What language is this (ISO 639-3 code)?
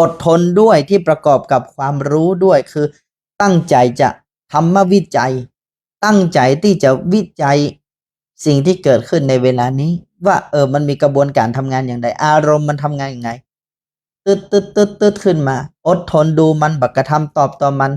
nod